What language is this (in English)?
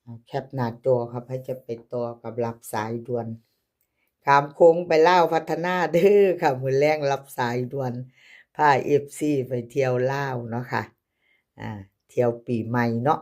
Northeastern Thai